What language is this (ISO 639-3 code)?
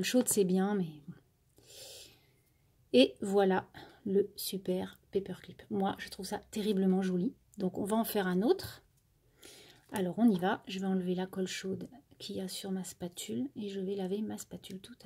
fra